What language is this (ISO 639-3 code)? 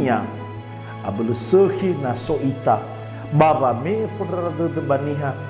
nia